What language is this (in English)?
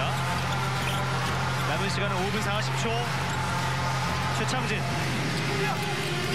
Korean